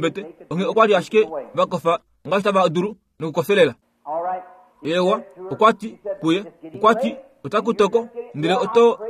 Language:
Kuanyama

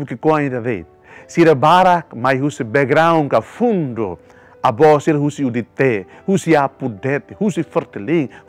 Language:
Tetum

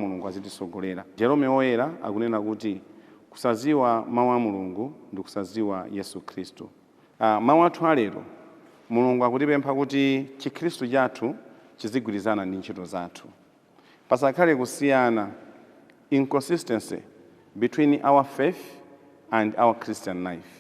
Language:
Nyanja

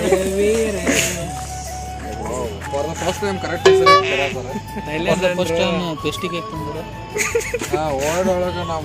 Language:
Kannada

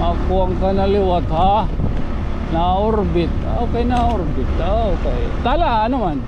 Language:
Waray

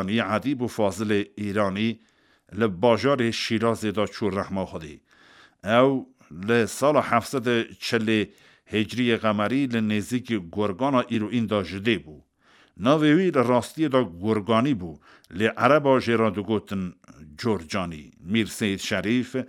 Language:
Kurdish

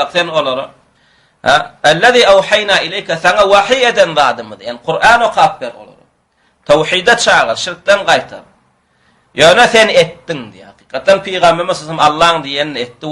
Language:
Turkmen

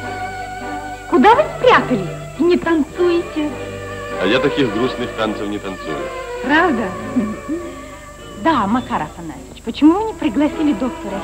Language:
Russian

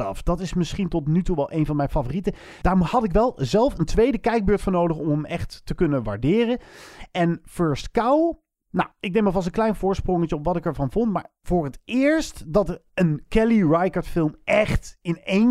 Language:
Dutch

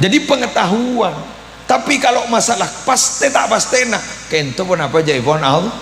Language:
Madurese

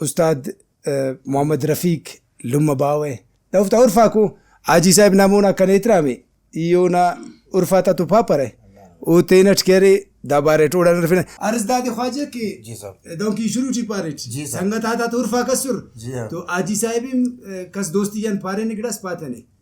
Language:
Brahui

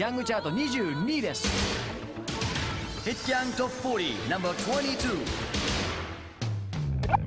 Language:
Japanese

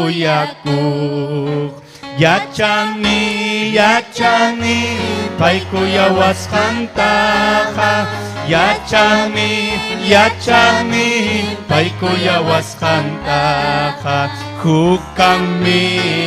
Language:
Ayacucho Quechua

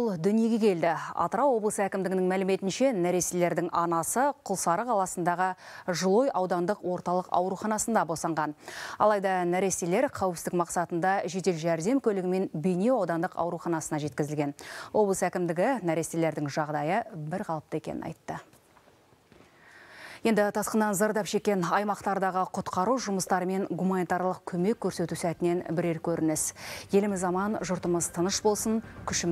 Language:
Kazakh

